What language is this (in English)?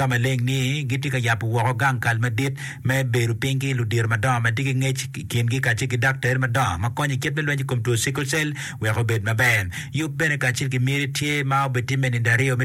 Acoli